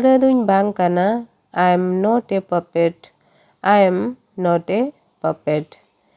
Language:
Santali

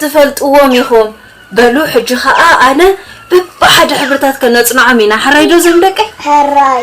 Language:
Tigrinya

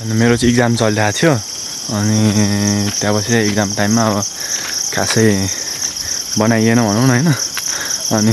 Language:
Nepali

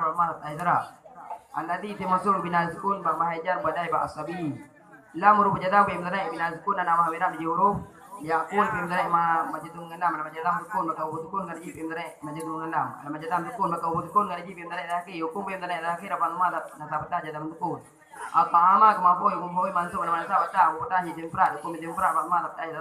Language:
Achinese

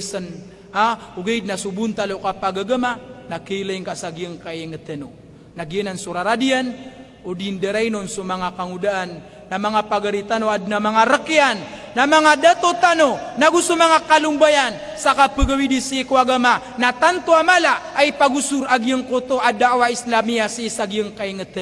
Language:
Maranao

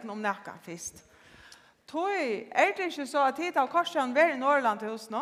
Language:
Faroese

